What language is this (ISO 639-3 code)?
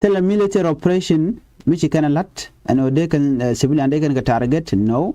nus